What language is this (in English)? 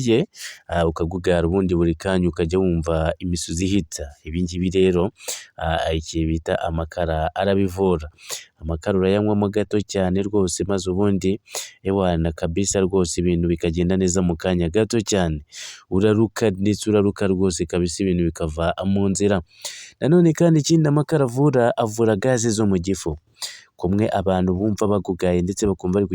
Kinyarwanda